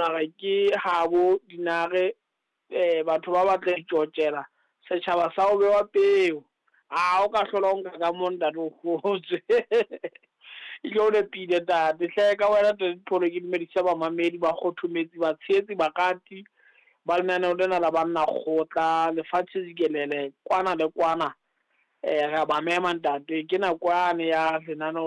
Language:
Southern Sotho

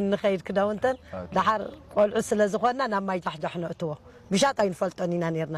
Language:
Tigrinya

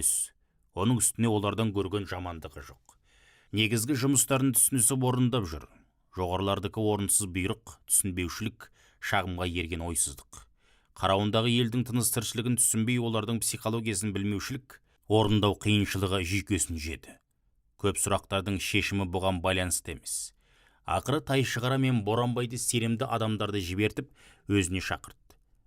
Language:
Kazakh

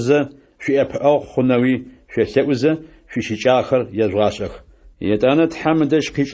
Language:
Adyghe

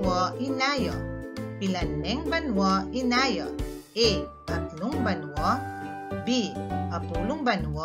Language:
Pampanga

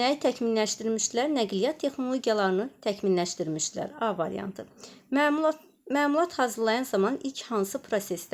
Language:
Azerbaijani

